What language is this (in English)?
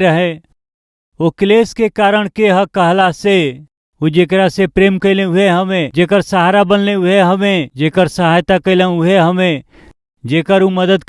Bhojpuri